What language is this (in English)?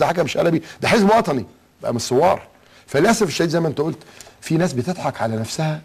Egyptian Arabic